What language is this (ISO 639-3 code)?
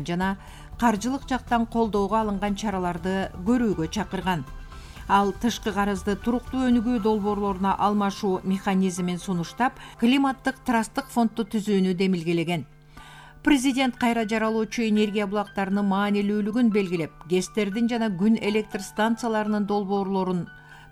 kir